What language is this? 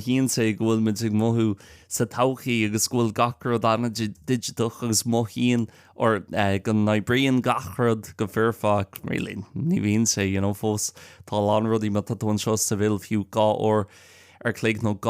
Irish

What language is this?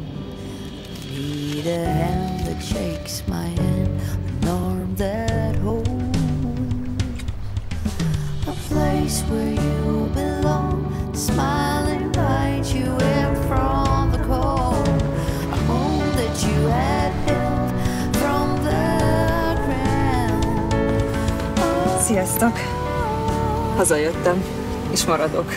Hungarian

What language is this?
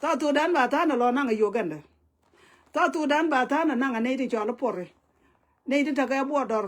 Nuer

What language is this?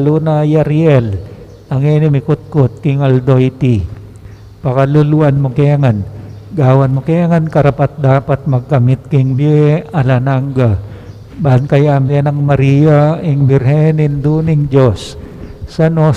Pampanga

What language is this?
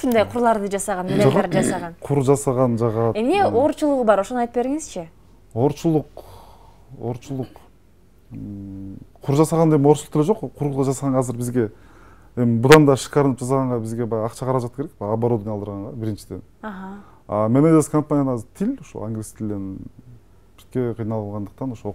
Kyrgyz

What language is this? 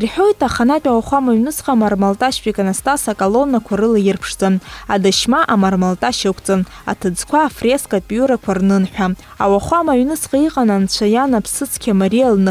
Abkhazian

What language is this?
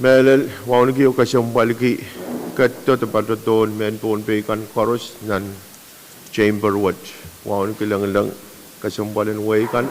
Pohnpeian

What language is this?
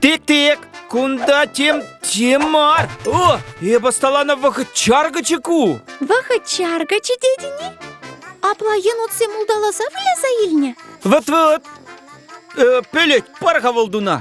Chuvash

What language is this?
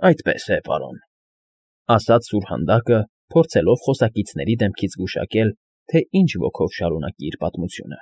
Armenian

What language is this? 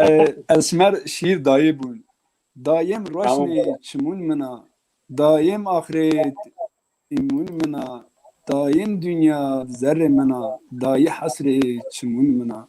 Zaza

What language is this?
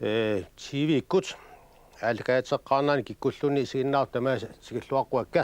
Kalaallisut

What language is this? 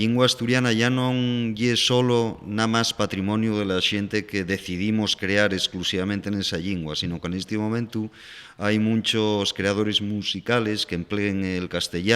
Asturian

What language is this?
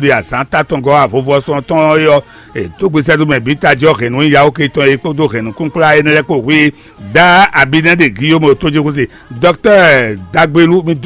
Fon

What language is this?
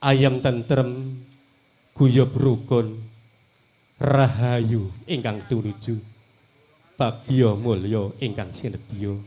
Javanese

